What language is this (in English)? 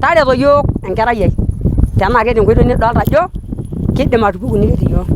Masai